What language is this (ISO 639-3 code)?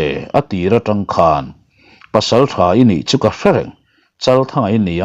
lus